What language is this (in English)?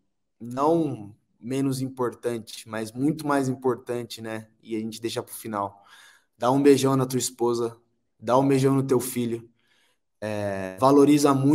Portuguese